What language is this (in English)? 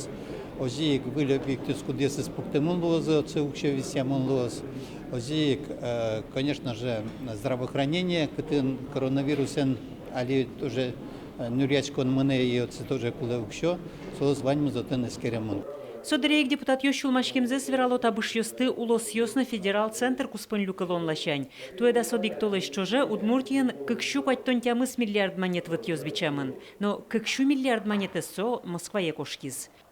Udmurt